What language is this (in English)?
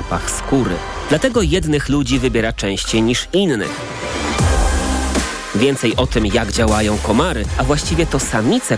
Polish